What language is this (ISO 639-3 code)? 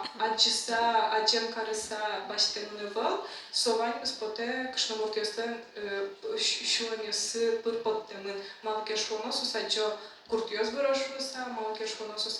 udm